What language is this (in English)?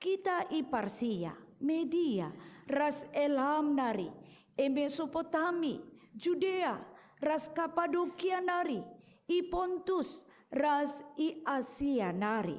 Batak Karo